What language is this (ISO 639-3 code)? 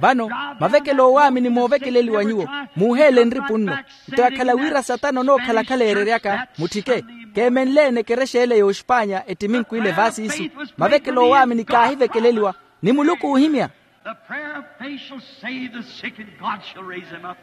vmw